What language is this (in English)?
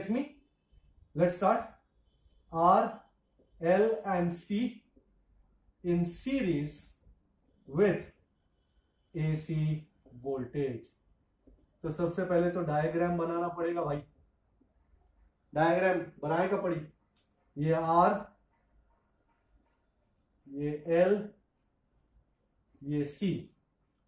Hindi